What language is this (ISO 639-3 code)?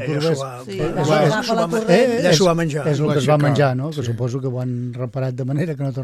cat